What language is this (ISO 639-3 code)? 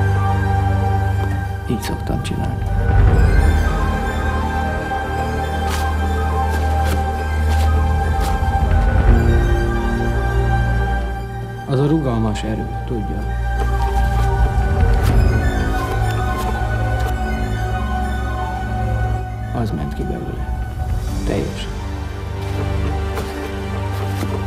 hun